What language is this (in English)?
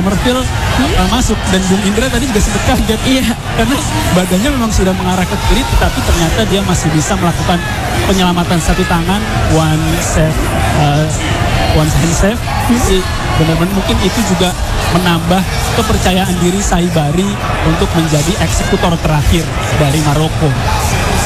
Indonesian